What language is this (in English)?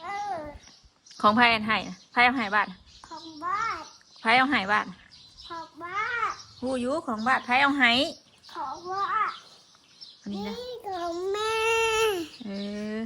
Northeastern Thai